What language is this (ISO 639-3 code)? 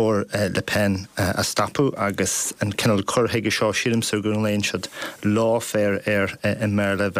gle